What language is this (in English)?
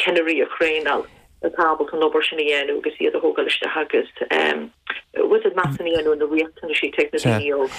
Irish